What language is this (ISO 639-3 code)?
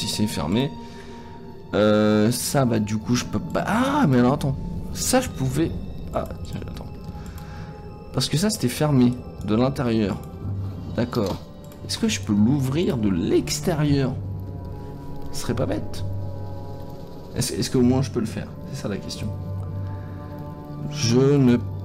fra